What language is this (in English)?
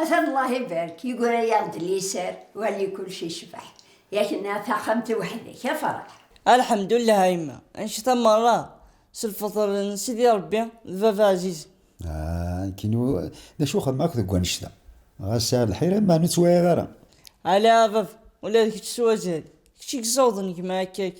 Kabyle